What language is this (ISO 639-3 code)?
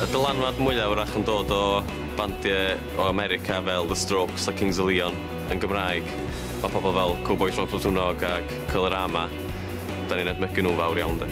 cym